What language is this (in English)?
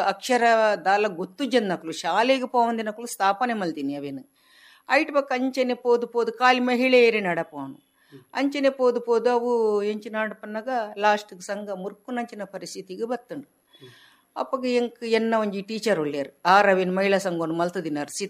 Tulu